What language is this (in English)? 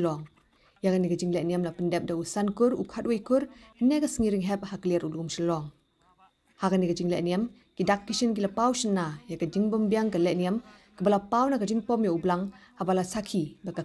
Khasi